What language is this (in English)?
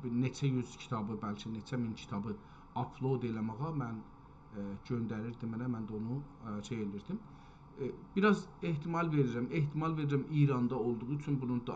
South Azerbaijani